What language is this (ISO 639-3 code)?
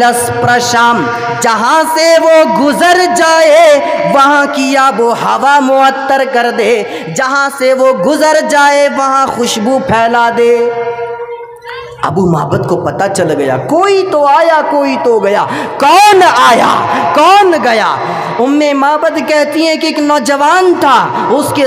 urd